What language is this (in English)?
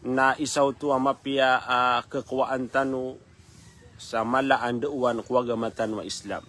Maranao